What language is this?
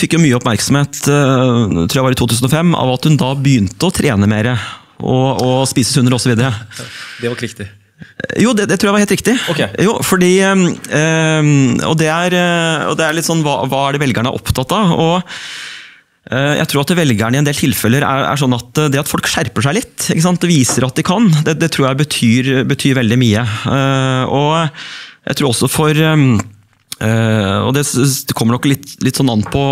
Norwegian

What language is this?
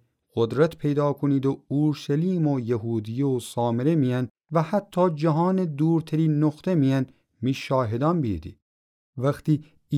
Gilaki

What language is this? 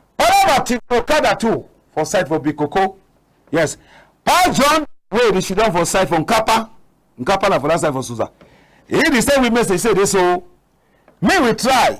Cameroon Pidgin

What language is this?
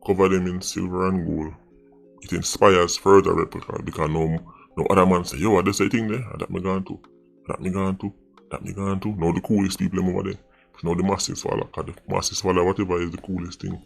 Jamaican Creole English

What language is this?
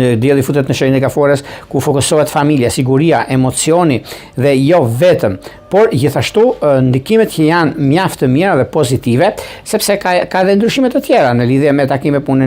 Albanian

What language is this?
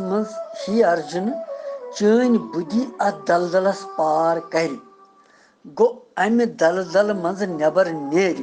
Kashmiri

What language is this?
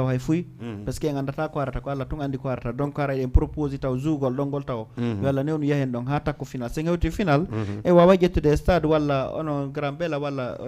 Fula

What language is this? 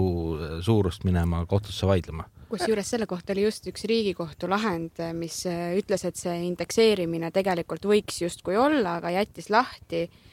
Estonian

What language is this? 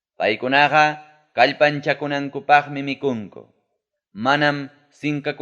Ayacucho Quechua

